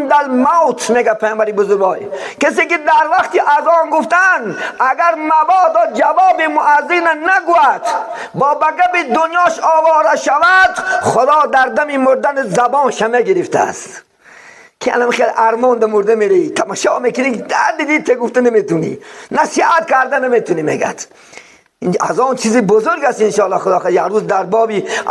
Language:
Tajik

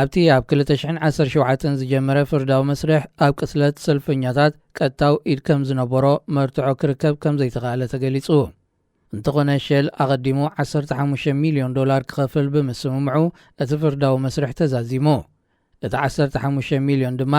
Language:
Tigrinya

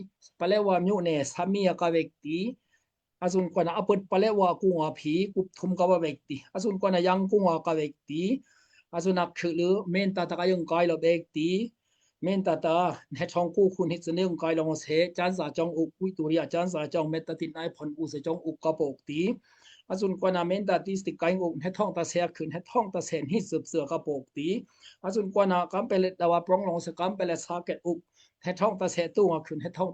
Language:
Daai Chin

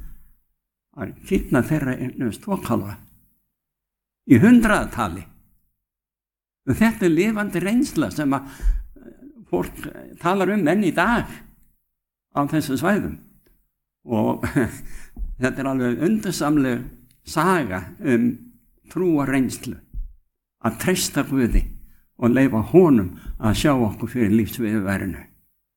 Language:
Icelandic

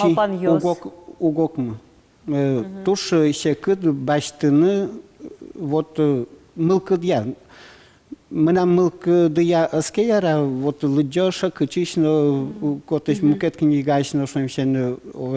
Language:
Udmurt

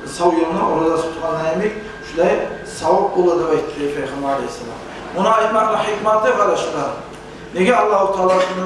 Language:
Kumyk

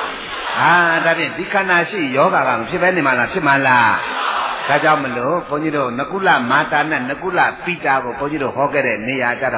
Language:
Burmese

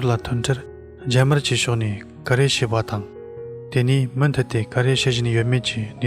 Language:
Tibetan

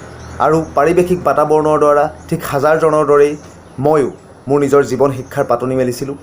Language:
Assamese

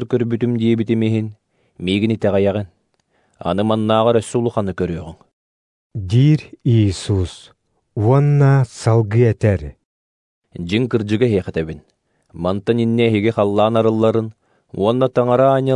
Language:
Yakut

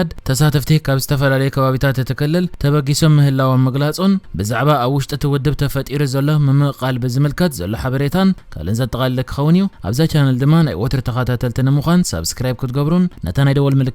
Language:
Tigrinya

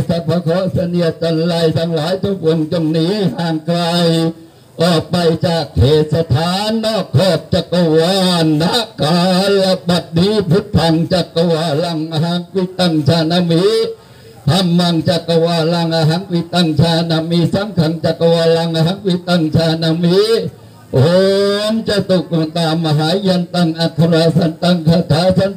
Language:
Thai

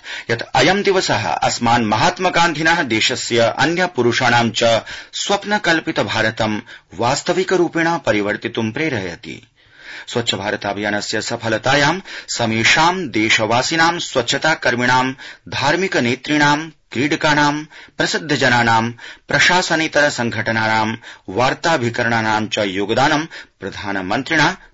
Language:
Sanskrit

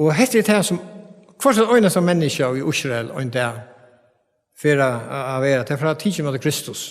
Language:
Faroese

